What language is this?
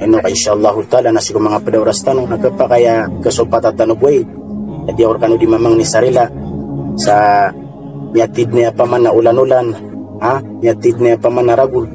Maranao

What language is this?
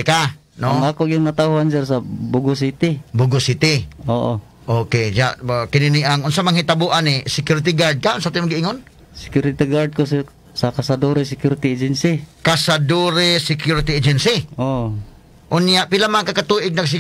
Cebuano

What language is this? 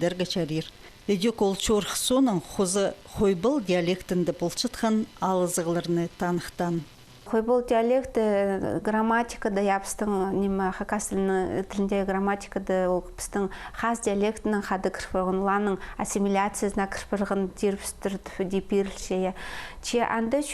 Khakas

